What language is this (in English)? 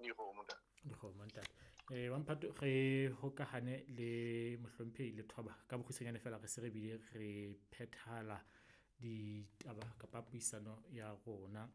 Southern Sotho